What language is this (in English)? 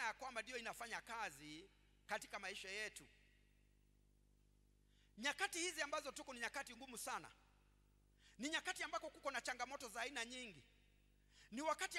Swahili